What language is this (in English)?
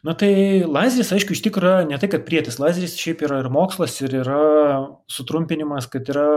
Lithuanian